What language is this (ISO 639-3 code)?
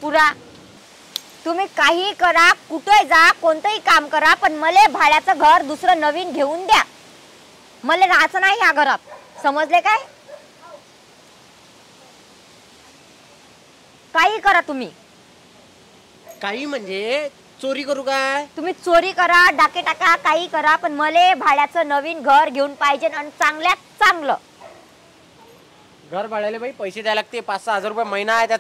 mar